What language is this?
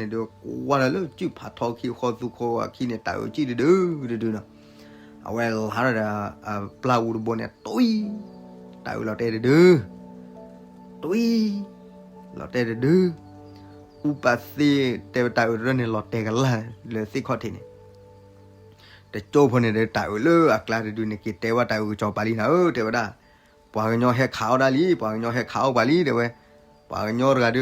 S'gaw Karen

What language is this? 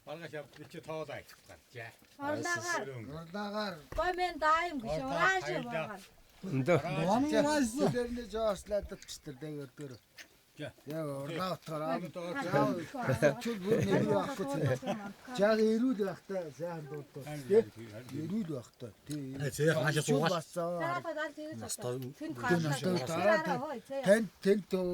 Tuvinian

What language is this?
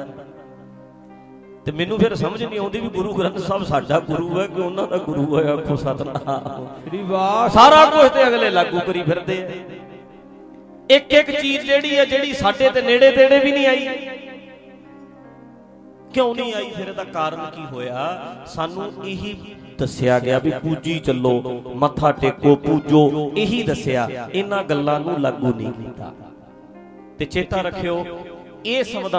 Punjabi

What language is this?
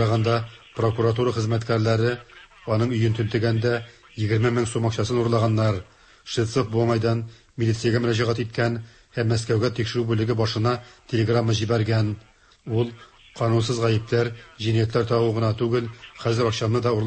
Tatar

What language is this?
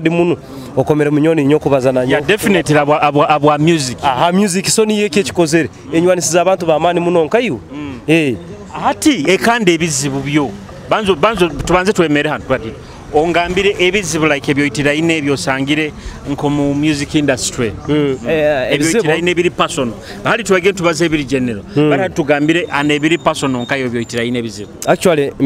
Nyoro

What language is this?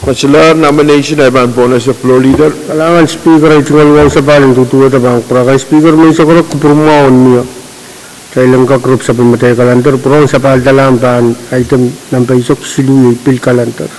Pohnpeian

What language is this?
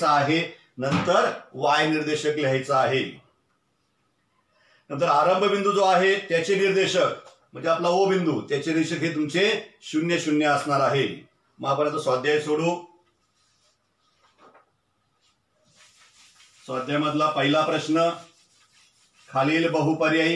Marathi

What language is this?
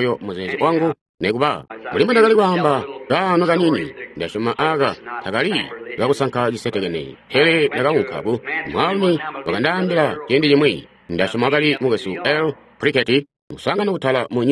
Tonga (Zambia)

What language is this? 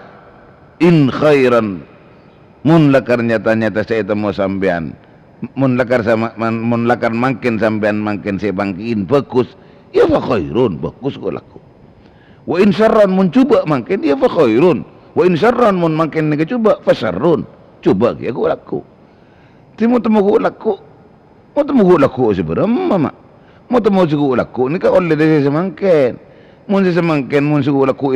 Madurese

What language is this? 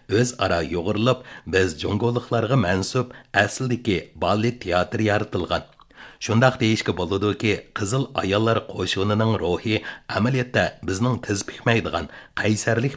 Uyghur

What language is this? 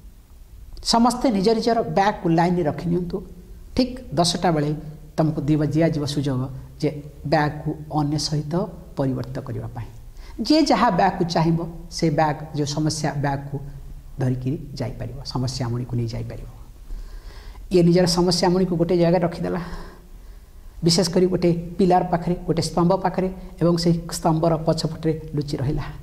Odia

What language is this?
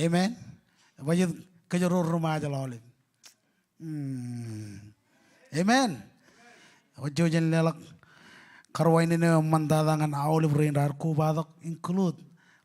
Marshallese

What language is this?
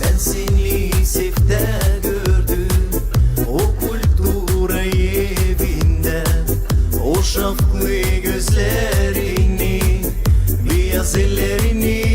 Gagauz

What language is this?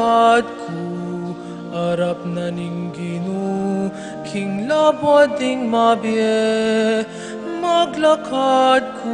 Pampanga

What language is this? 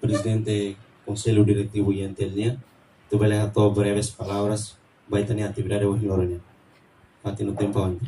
Tetum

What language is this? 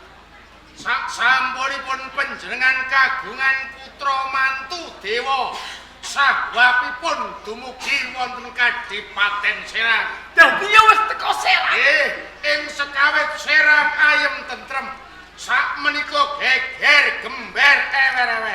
Javanese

